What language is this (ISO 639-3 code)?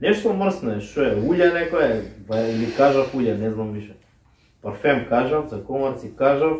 mkd